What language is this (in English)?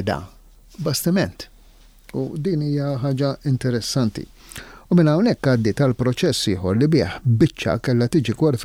Maltese